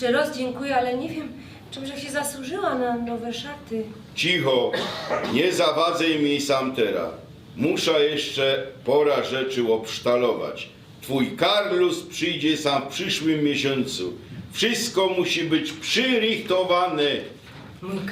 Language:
Silesian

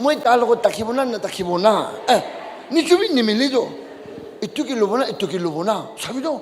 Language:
Naga Pidgin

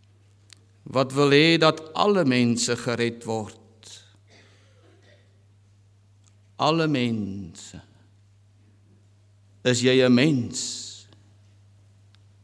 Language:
Afrikaans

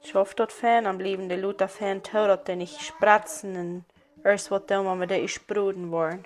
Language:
Plautdietsch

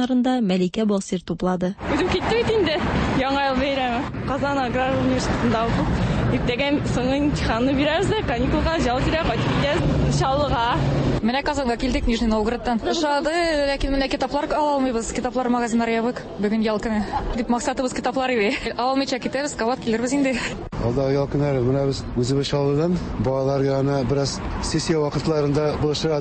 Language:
Tatar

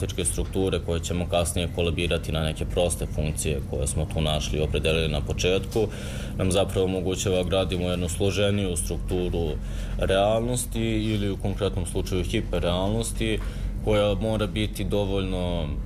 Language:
Serbian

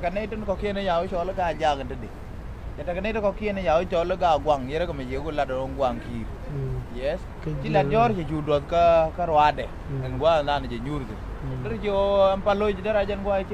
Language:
Nuer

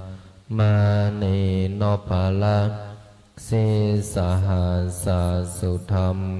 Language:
Pali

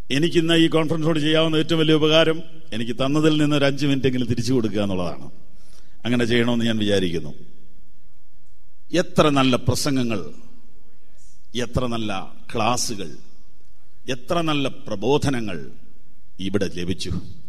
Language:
Malayalam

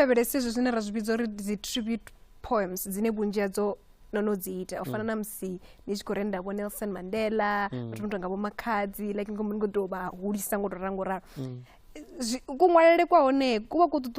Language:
Venda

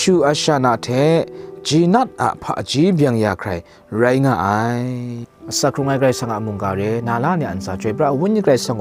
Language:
Kachin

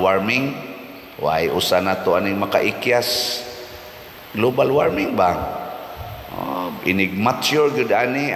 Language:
Cebuano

